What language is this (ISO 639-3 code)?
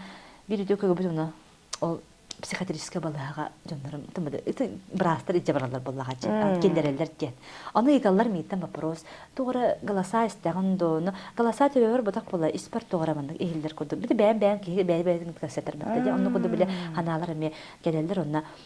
sah